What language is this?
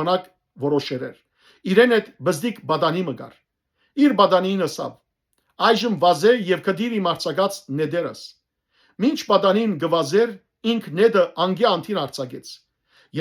Western Armenian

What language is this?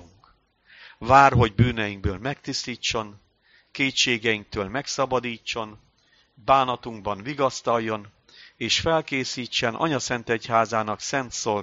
Hungarian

